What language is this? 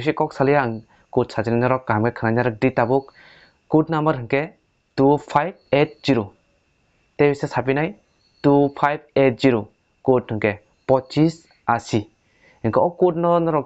Kok Borok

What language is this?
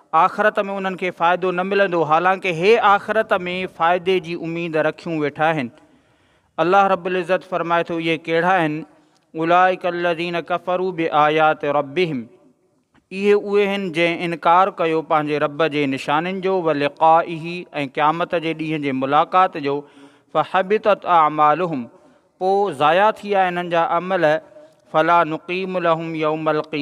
Sindhi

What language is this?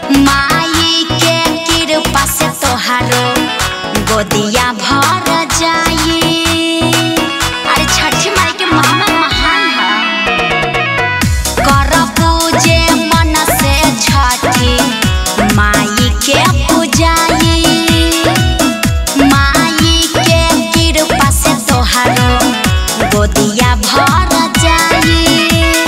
Bhojpuri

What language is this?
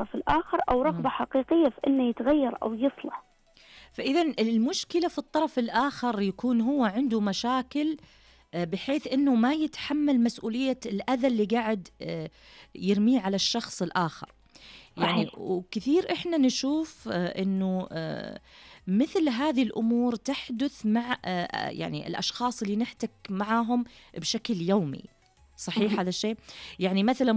Najdi Arabic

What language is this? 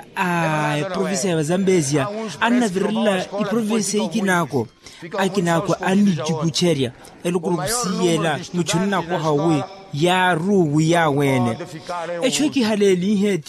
Makhuwa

